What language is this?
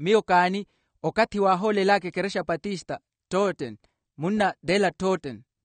Makhuwa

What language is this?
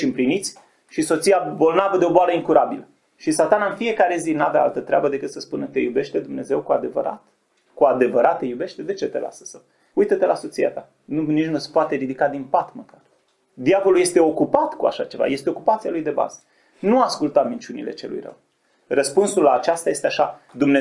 Romanian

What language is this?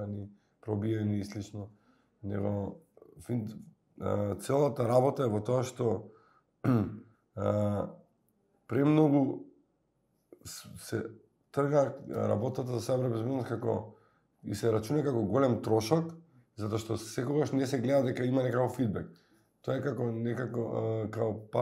Macedonian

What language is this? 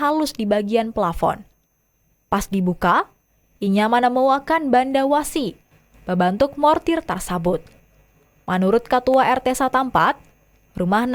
Banjar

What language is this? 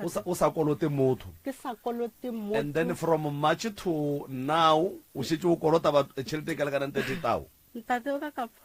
Northern Sotho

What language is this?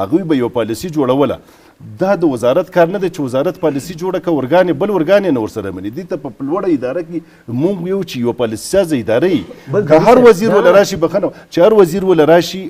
Pashto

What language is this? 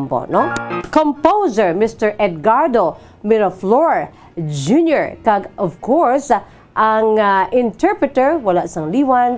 Hiligaynon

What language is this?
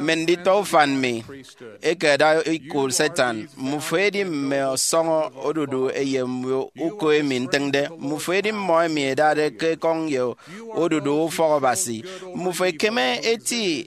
Efik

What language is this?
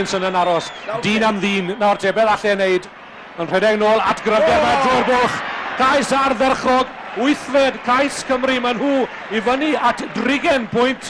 Welsh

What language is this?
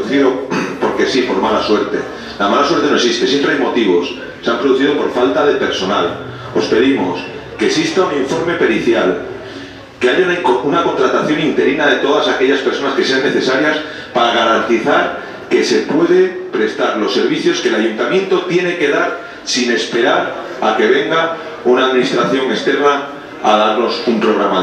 Spanish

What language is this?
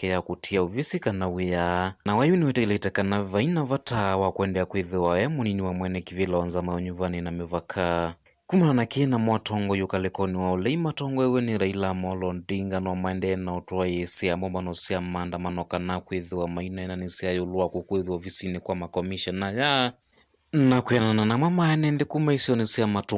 Kamba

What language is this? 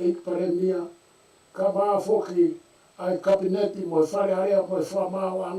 Tongan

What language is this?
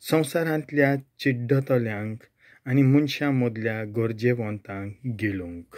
Konkani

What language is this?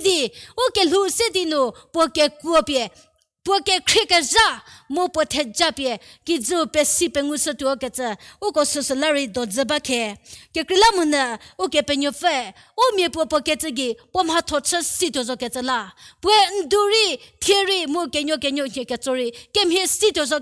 Angami Naga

